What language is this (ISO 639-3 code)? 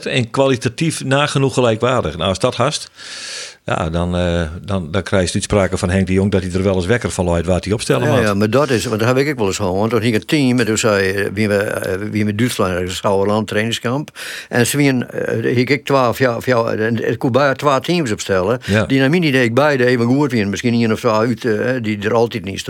fry